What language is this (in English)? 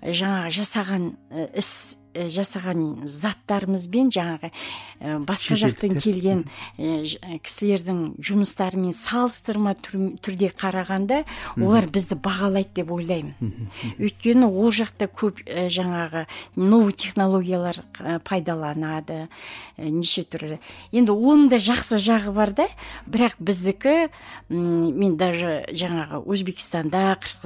Kazakh